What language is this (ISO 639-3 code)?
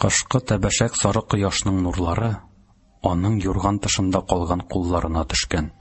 tat